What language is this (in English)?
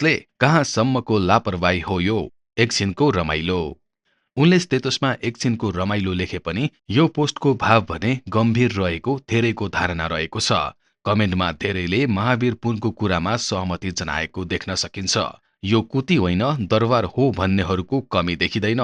Nepali